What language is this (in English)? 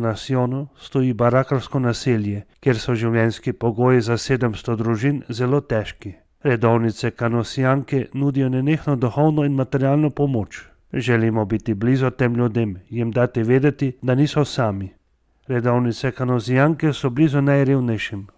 Slovenian